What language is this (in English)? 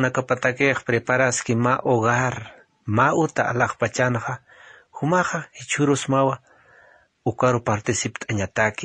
Aymara